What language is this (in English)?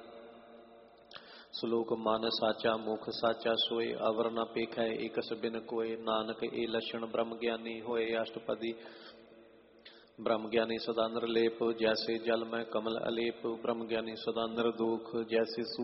Punjabi